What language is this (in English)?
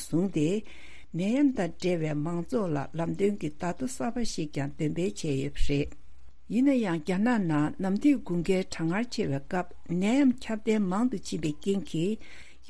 Tibetan